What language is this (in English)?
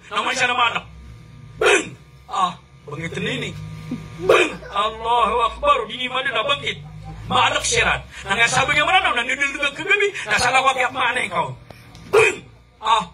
Maranao